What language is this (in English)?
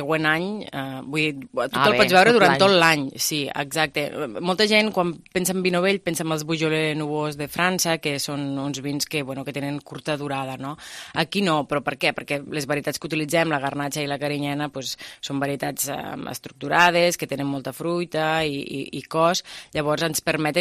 Catalan